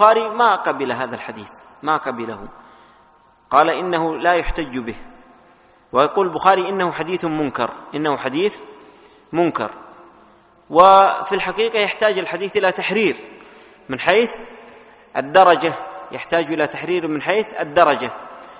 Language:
Arabic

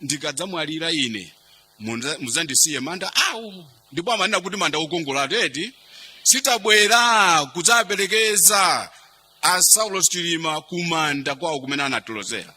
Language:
Nyanja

